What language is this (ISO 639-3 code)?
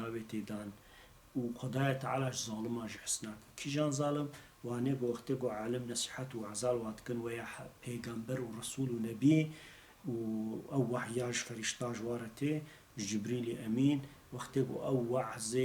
kur